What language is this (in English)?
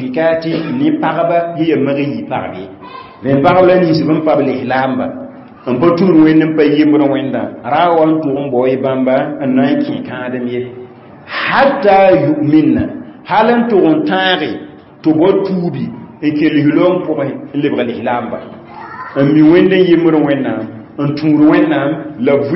Mossi